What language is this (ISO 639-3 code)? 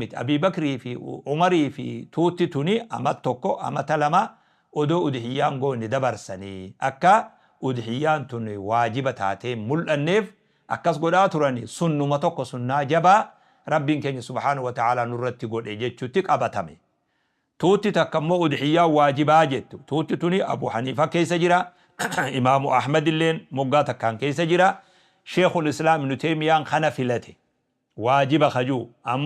orm